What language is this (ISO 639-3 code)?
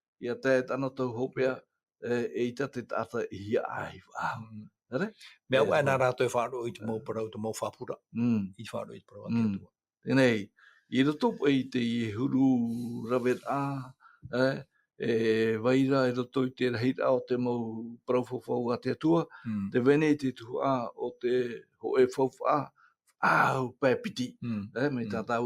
tah